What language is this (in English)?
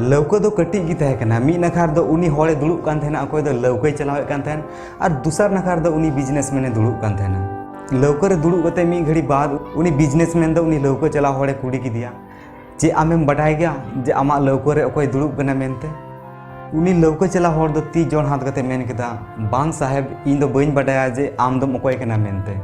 Santali